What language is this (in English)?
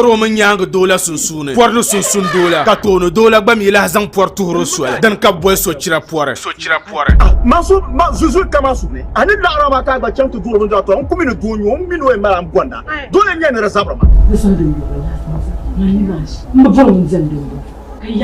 Dagbani